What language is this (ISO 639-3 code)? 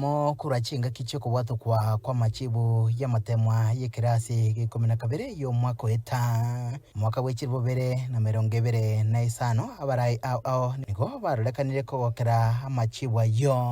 guz